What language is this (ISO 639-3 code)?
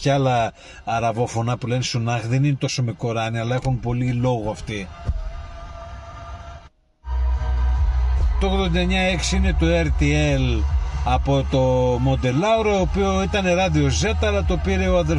ell